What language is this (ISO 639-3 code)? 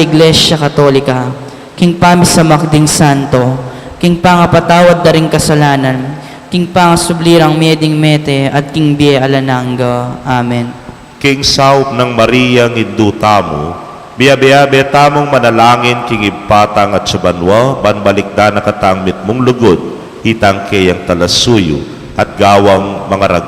pam